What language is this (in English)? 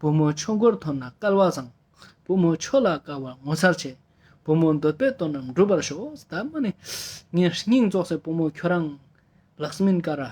Ladakhi